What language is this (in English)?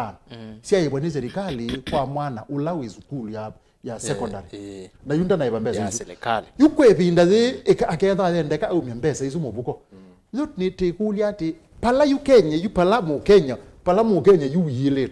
Kamba